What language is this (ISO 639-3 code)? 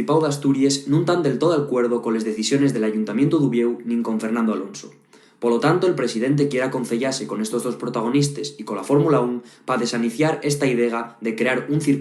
ast